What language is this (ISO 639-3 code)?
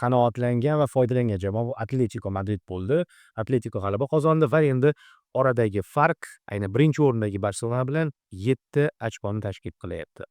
uzb